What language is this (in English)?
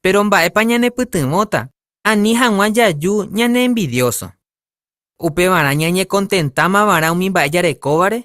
Guarani